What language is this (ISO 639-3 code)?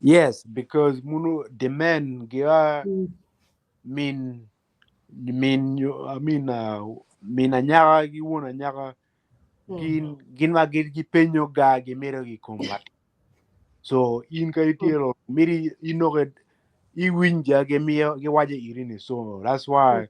ach